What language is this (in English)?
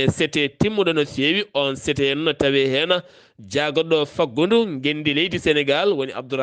Fula